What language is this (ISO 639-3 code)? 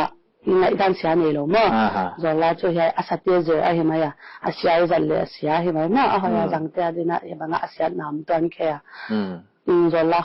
pck